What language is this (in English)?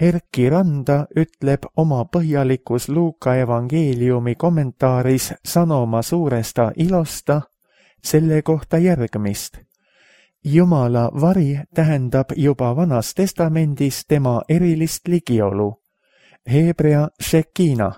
Estonian